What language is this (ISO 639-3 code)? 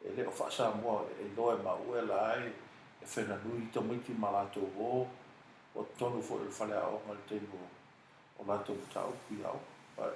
smo